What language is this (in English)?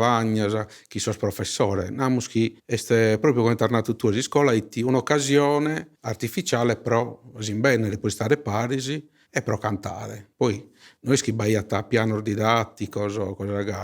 Sardinian